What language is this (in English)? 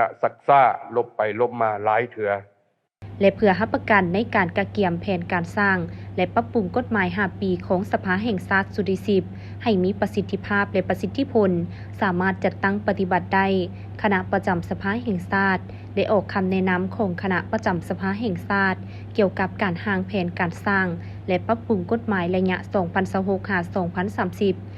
Lao